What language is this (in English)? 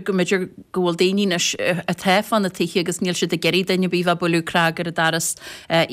Irish